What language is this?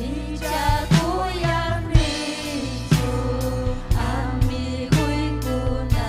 Ayacucho Quechua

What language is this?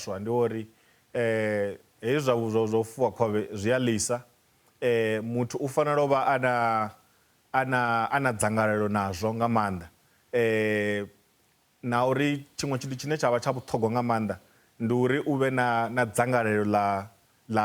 Venda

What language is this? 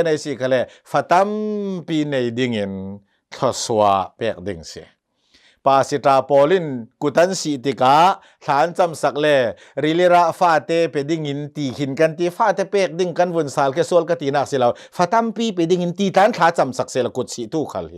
Hakha Chin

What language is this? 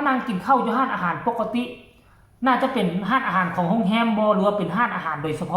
Northeastern Thai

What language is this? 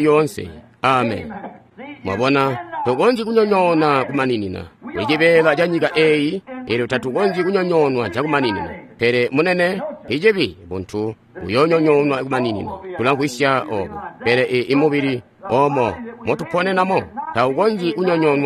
Tonga (Zambia)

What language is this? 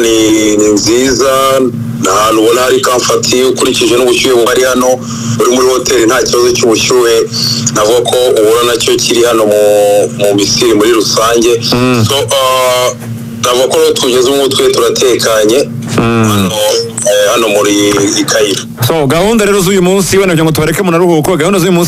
Kinyarwanda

